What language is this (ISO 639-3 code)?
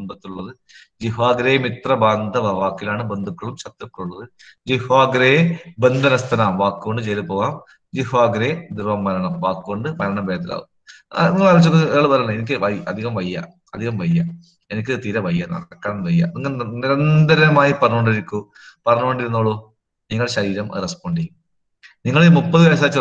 mal